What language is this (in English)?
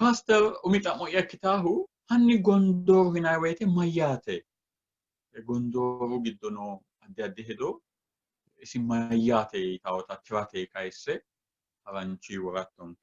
Sidamo